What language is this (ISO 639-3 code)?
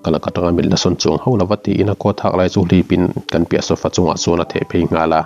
lus